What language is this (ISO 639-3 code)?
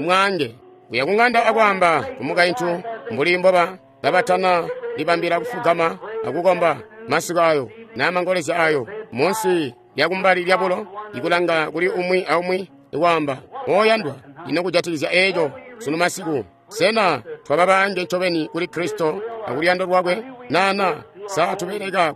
toi